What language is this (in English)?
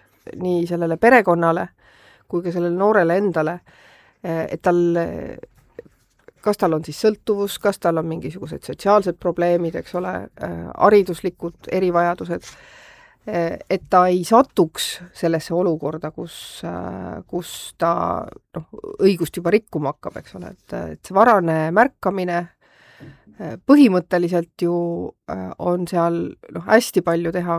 Estonian